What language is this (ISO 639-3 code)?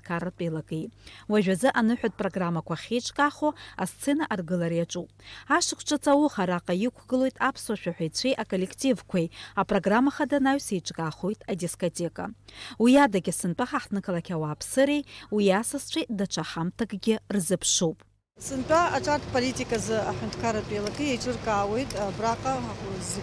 abk